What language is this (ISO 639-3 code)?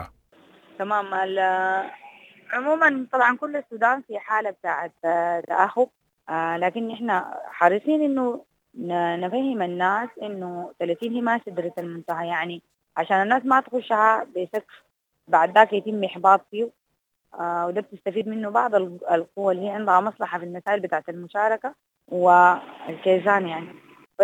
apd